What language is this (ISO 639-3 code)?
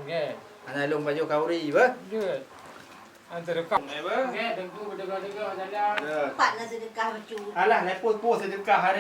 ace